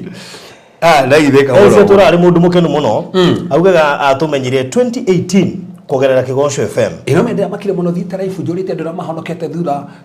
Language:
Kikuyu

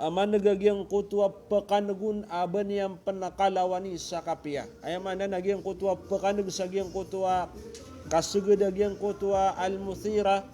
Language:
Maranao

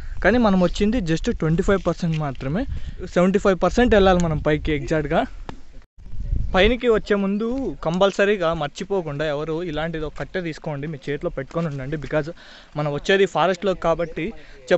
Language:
Telugu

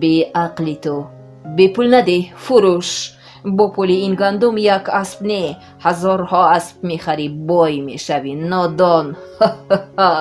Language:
Tajik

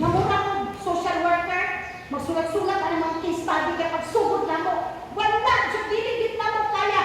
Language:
Cebuano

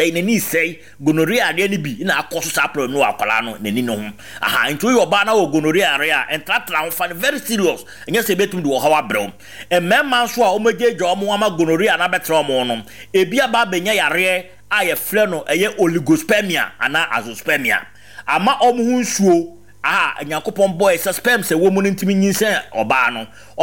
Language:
Akan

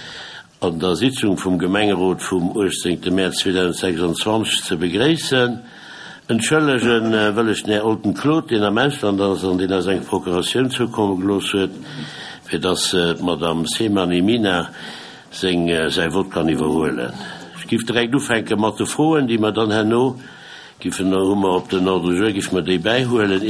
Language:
Luxembourgish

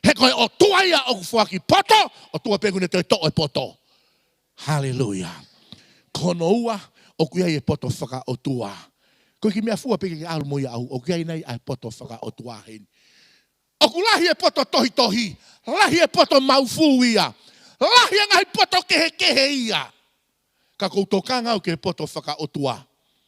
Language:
Tongan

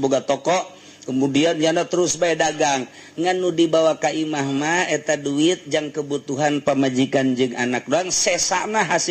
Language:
Sundanese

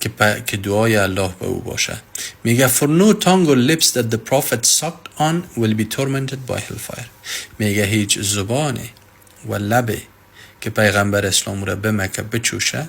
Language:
Persian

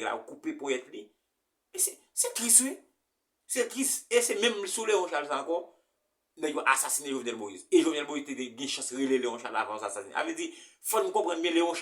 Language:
Haitian Creole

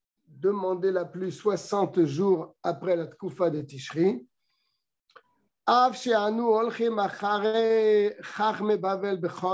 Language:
French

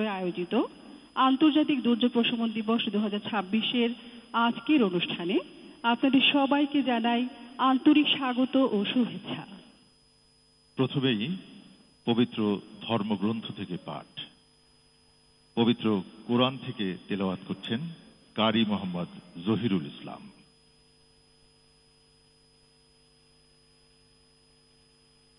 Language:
Bangla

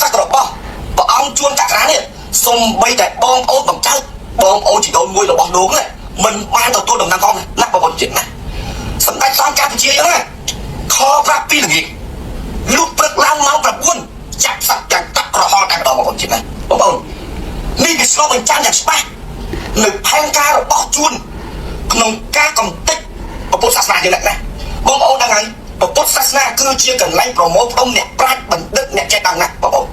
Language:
Khmer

